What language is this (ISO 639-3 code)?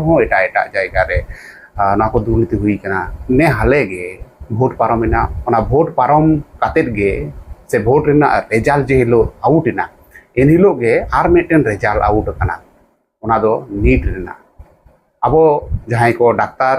sat